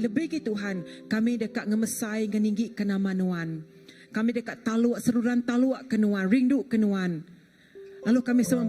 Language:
Iban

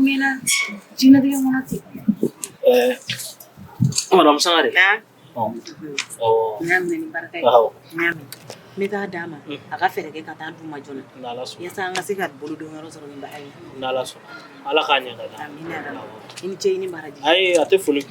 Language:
Bambara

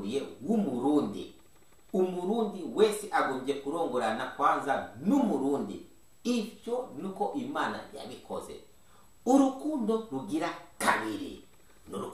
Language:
Rundi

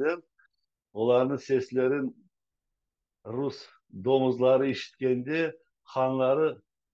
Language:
Crimean Tatar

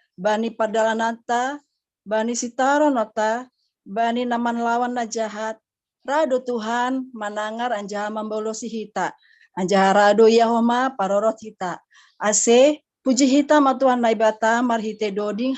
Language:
Batak Simalungun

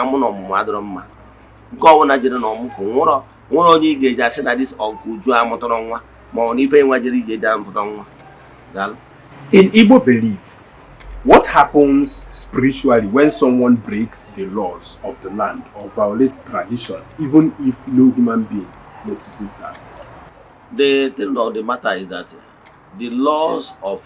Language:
Igbo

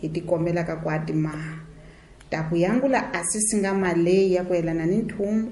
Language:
Tsonga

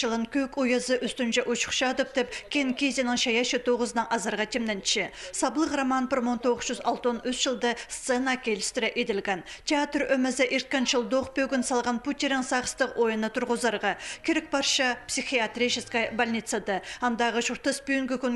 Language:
Khakas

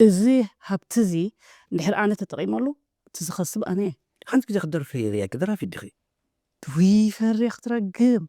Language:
Tigrinya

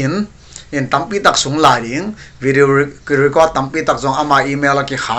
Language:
Paite Chin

